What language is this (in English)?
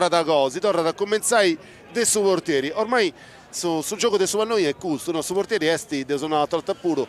Sardinian